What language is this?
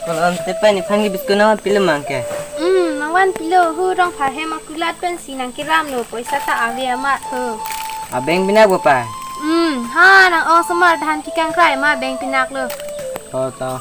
Karbi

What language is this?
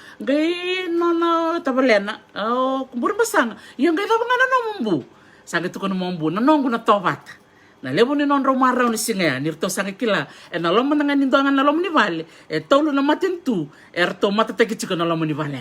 Fijian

